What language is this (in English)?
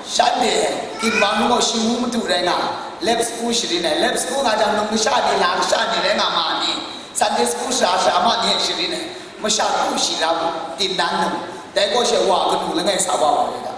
Kachin